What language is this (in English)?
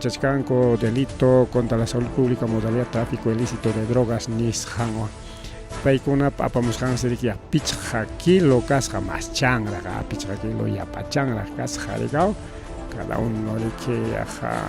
Ayacucho Quechua